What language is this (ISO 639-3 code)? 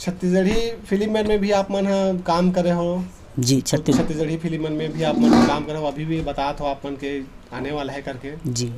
hne